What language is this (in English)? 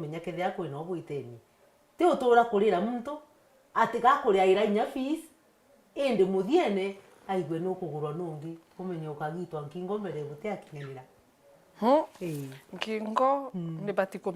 Meru